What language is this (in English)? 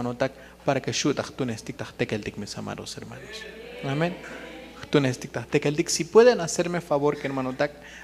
Tzotzil